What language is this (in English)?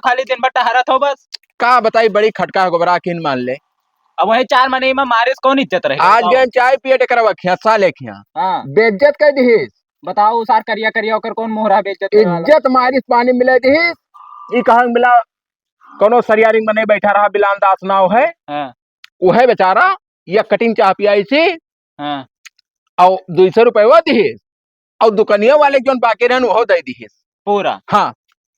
Awadhi